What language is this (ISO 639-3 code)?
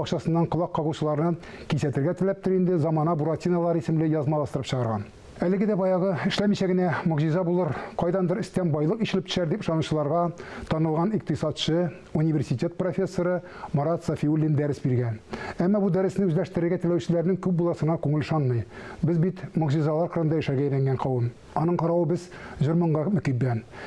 tat